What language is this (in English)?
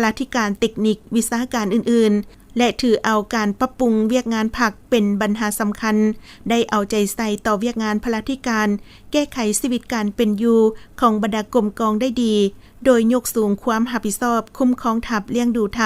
Lao